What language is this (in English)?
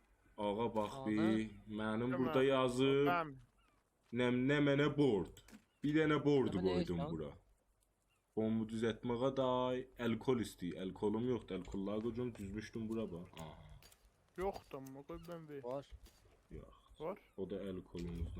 South Azerbaijani